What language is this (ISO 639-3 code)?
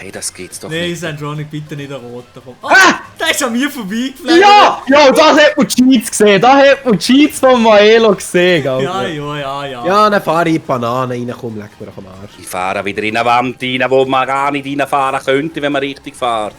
gsw